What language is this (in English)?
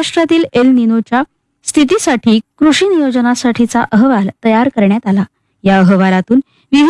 Marathi